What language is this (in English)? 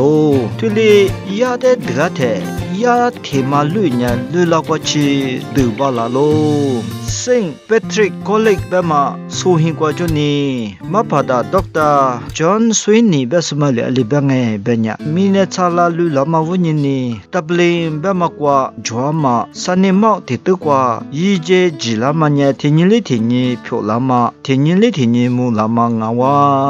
Lisu